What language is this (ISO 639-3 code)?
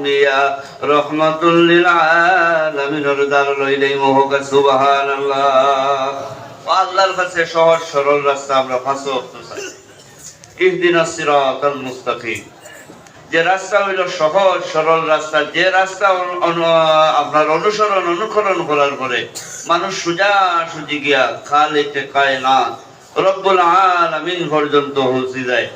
syl